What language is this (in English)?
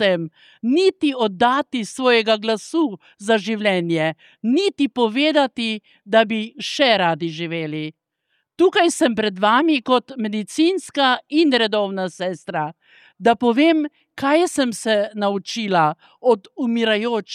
Slovenian